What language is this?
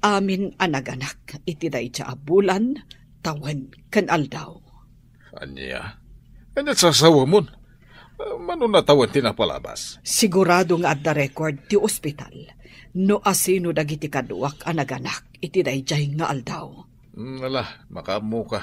Iloko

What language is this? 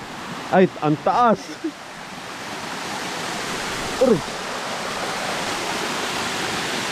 Filipino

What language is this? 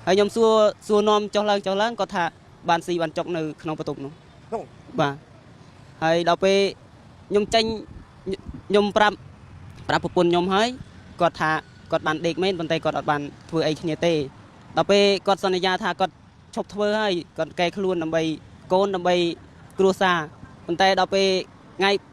Khmer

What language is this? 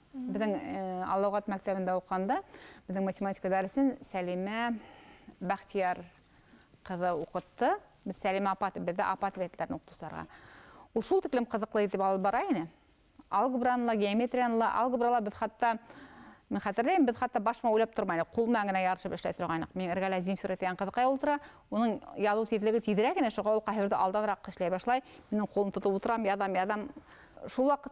Bashkir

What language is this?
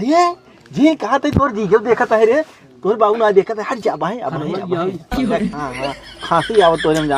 Awadhi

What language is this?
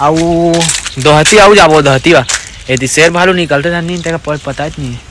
Chhattisgarhi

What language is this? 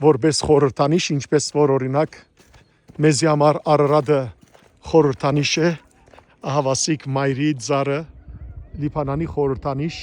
Western Armenian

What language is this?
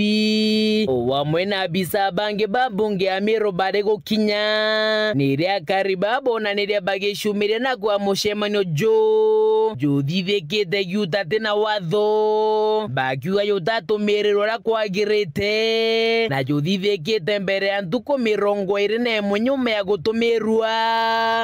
Meru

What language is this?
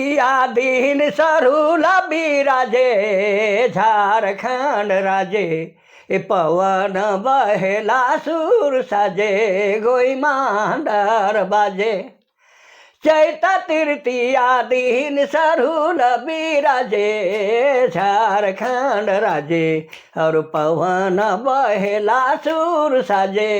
Sadri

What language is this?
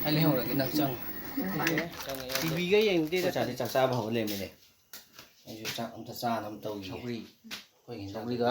Manipuri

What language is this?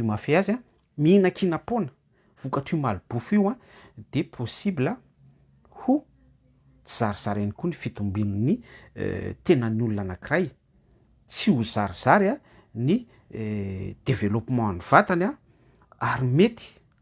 Malagasy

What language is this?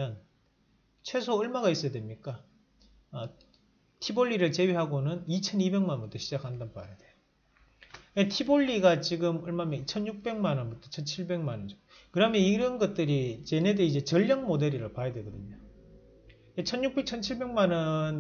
Korean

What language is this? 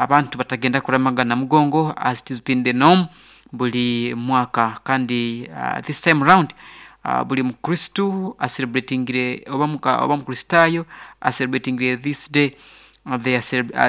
Nyoro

